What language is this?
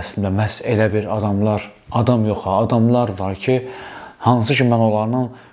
Azerbaijani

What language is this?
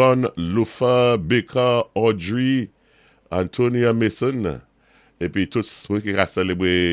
Saint Lucian Creole French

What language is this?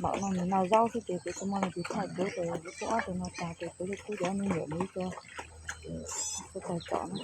Hmong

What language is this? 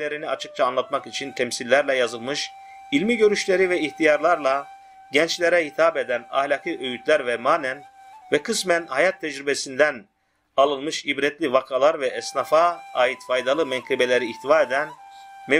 Turkish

